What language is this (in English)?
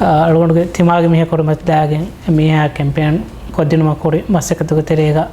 Divehi